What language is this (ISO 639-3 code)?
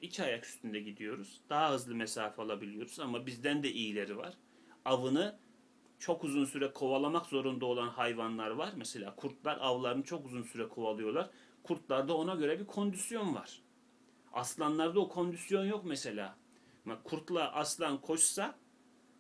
tur